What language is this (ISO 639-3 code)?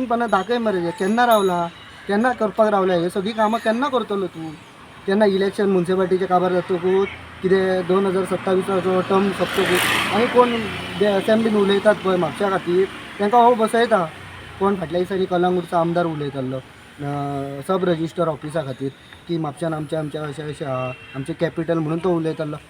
kok